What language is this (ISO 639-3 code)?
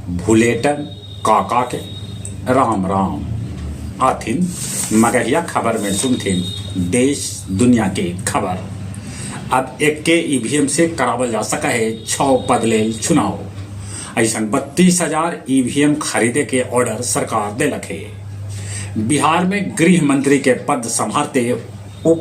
mag